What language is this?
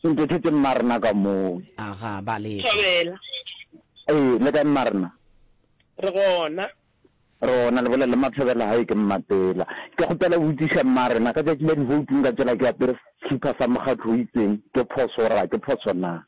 Northern Sotho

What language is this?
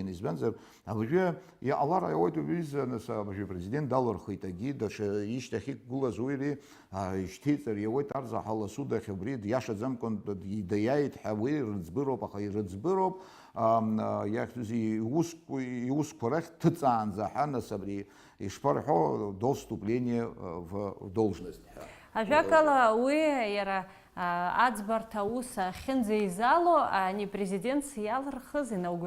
Abkhazian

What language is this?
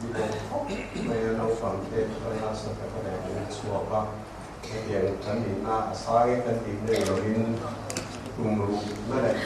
Mizo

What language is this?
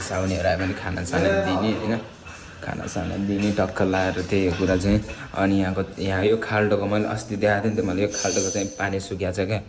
Nepali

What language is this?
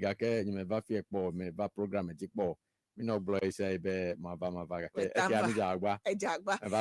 Ewe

